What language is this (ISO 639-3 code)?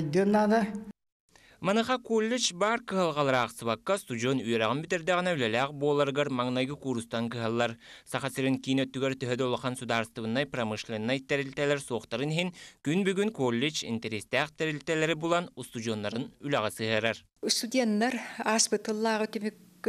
sah